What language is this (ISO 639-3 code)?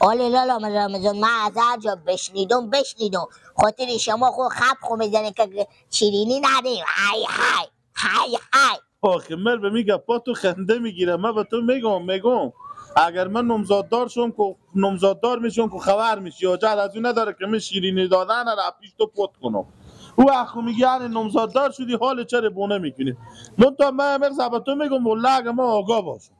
fas